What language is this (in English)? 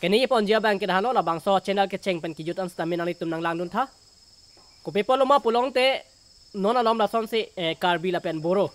Karbi